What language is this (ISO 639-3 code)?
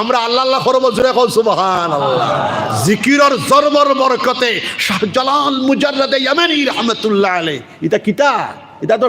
syl